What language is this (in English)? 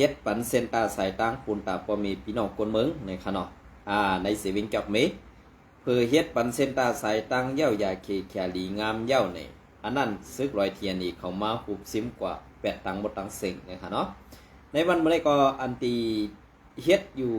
Shan